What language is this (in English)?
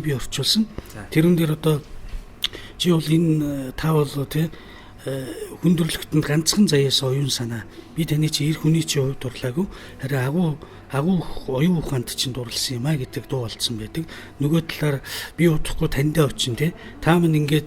Mongolian